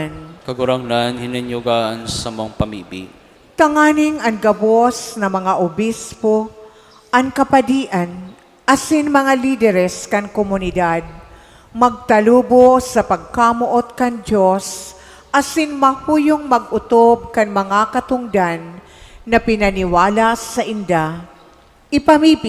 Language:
Bikol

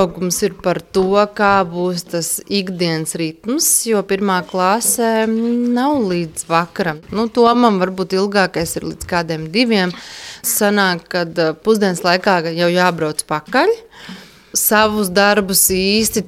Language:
Latvian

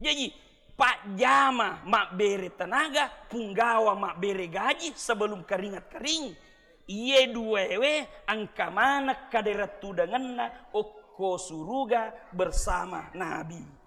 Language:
Buginese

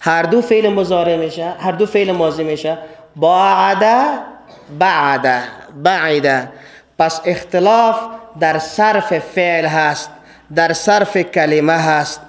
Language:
Persian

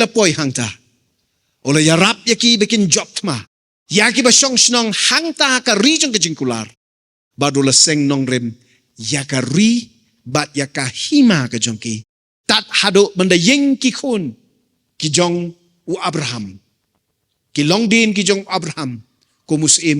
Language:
Khasi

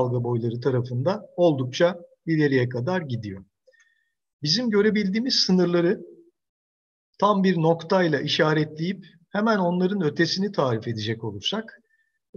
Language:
Turkish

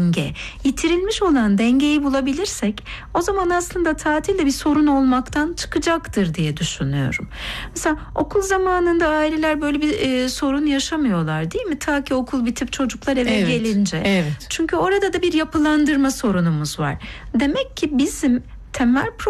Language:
Turkish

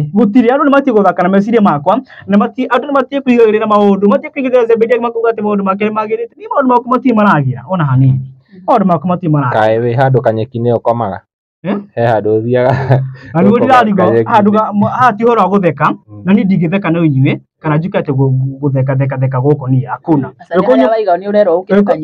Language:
Kikuyu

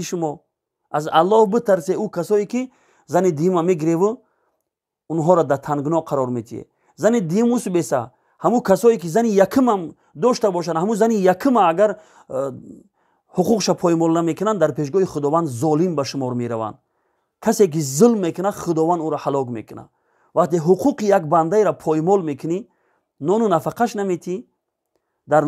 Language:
Tajik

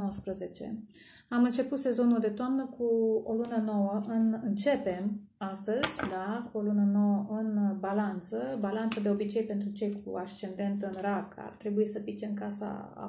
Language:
Romanian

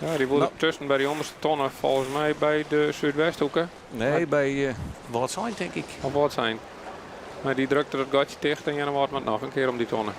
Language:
Western Frisian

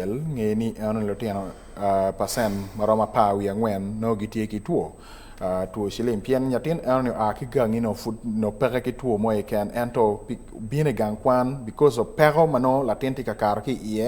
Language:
Acoli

